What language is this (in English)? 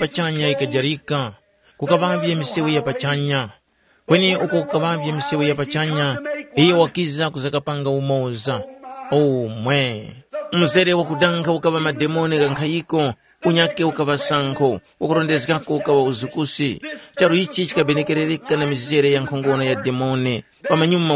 Tumbuka